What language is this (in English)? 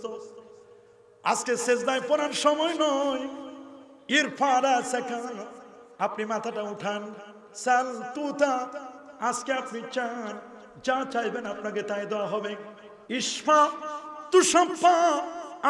Bangla